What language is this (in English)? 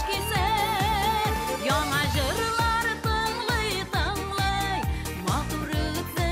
Tatar